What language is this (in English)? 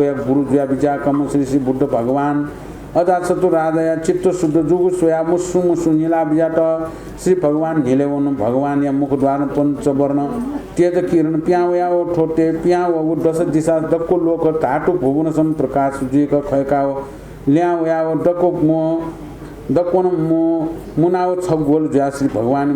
Newari